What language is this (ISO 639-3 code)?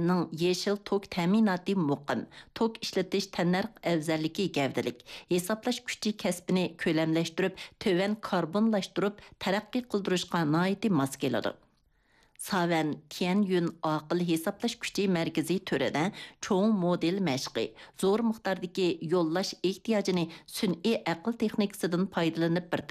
uig